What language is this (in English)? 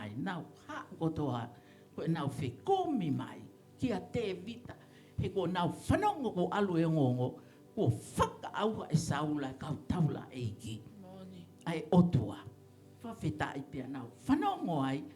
Tongan